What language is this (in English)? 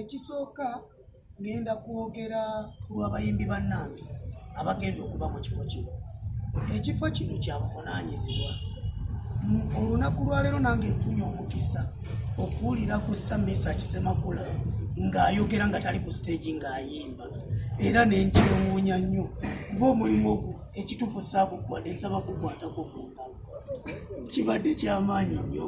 Ganda